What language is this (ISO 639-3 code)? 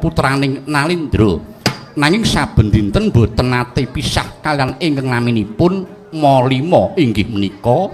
jav